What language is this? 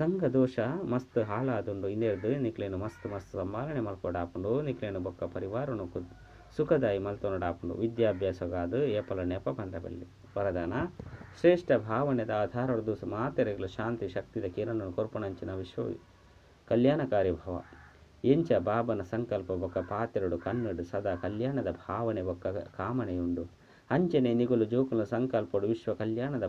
Tulu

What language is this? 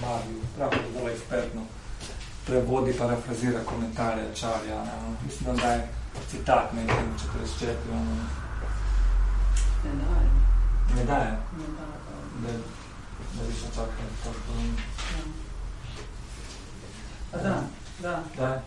Croatian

